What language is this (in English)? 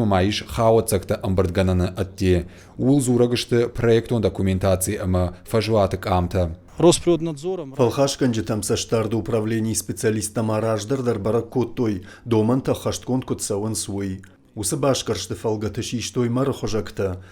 Ossetic